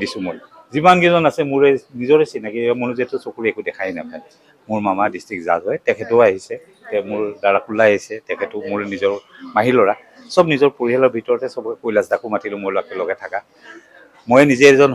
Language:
Assamese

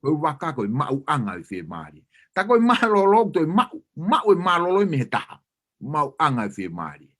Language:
Tongan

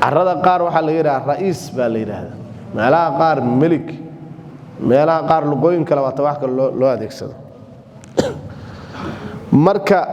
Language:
Somali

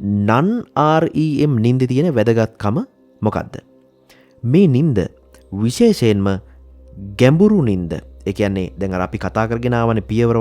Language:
Sinhala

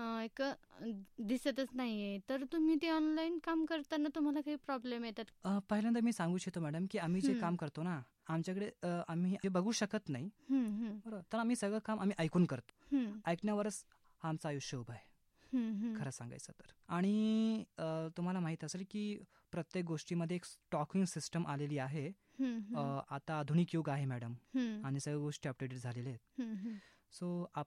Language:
Marathi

